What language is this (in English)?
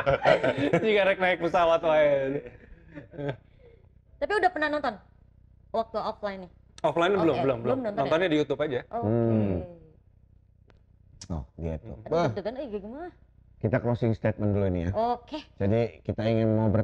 Indonesian